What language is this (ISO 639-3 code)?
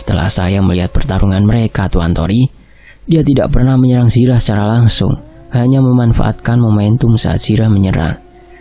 ind